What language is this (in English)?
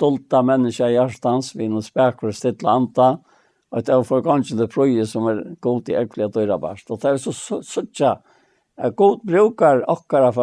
Faroese